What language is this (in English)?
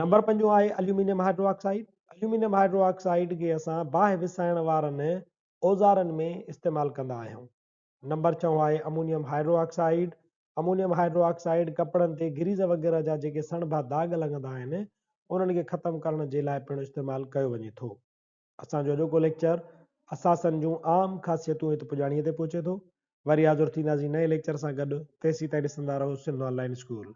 Sindhi